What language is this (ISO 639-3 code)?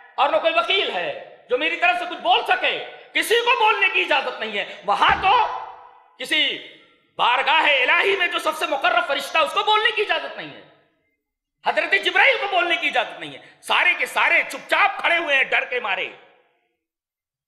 urd